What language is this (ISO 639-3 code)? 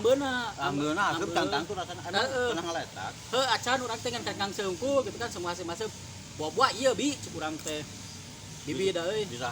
sun